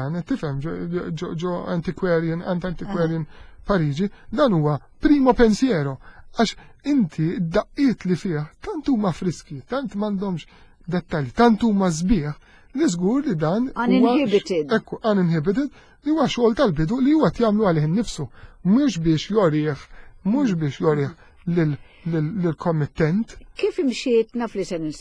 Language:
Maltese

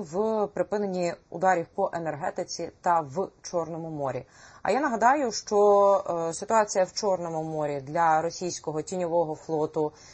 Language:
Ukrainian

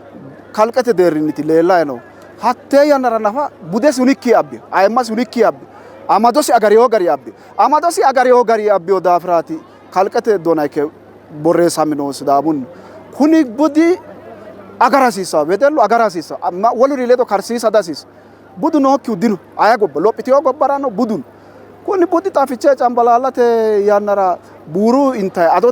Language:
Sidamo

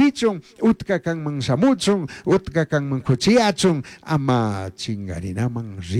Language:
Chimborazo Highland Quichua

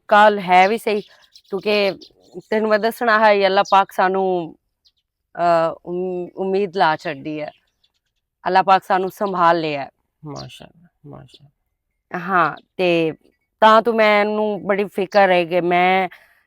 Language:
Western Panjabi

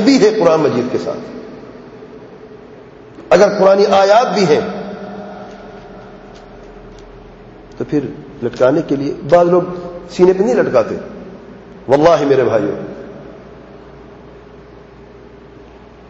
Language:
Urdu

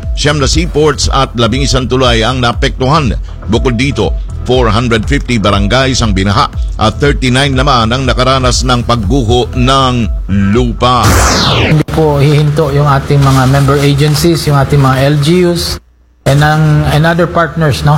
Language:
Filipino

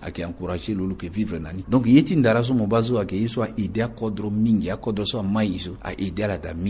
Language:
Sango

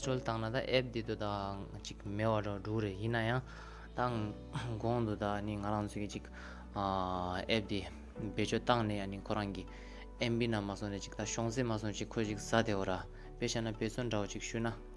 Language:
Tibetan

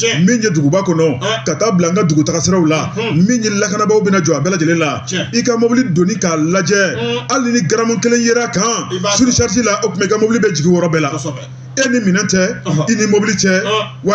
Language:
Bambara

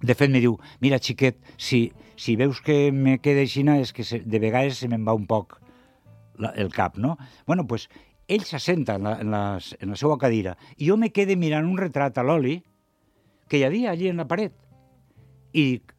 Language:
Catalan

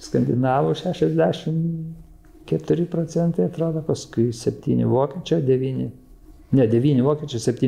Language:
Lithuanian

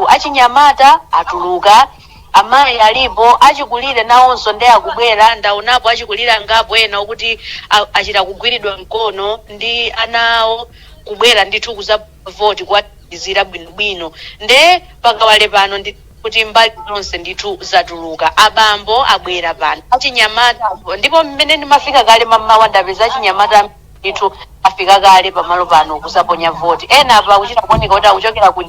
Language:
Nyanja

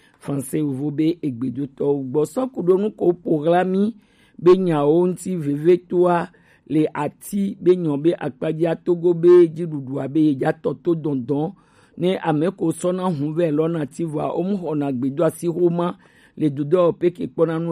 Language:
Gen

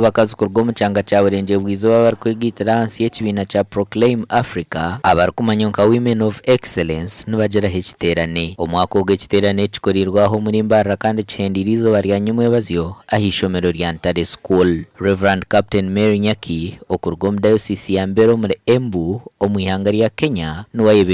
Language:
Nyankole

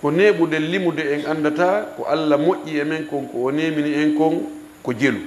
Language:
Fula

